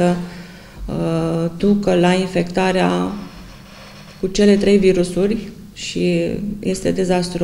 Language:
Romanian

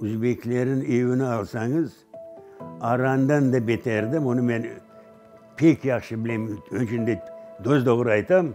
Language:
Crimean Tatar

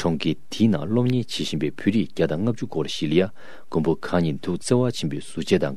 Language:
Tibetan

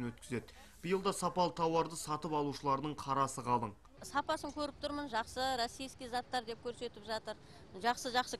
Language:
Kazakh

